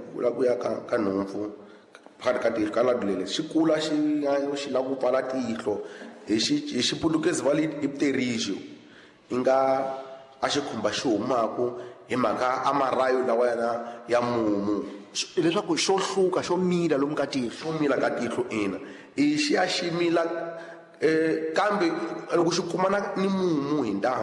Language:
Tsonga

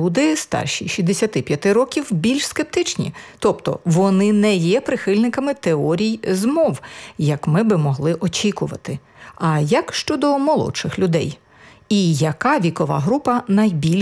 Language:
Ukrainian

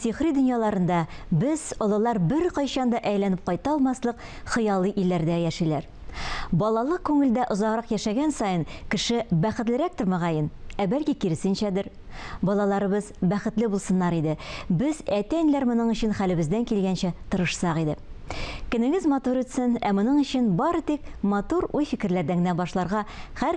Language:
Tatar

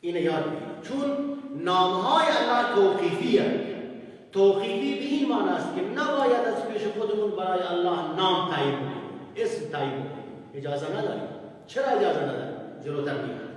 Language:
Persian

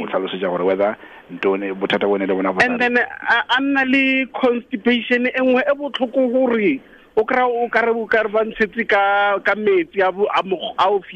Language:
Tswana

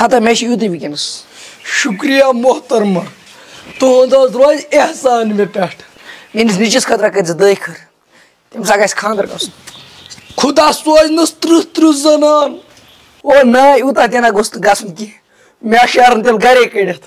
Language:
Kashmiri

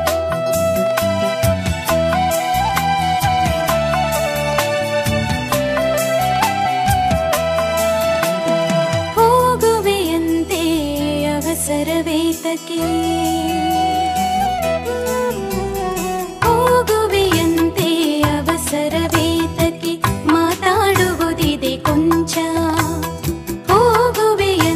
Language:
Kannada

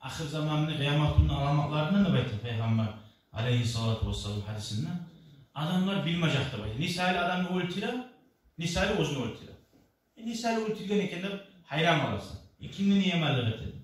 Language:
Kumyk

